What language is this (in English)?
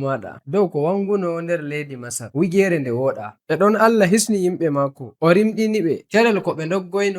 Nigerian Fulfulde